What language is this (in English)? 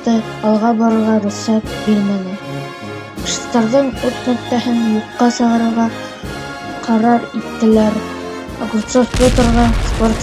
Bashkir